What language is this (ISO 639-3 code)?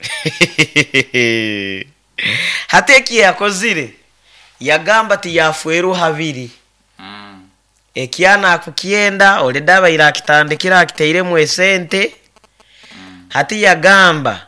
nyo